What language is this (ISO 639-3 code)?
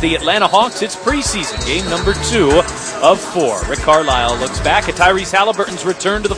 eng